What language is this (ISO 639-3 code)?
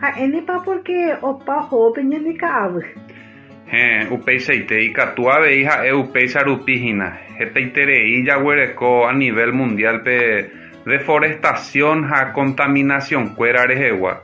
grn